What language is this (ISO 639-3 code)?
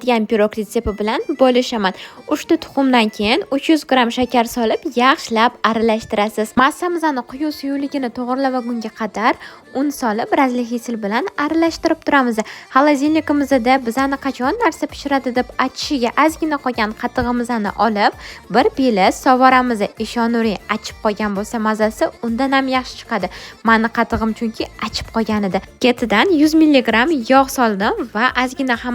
uzb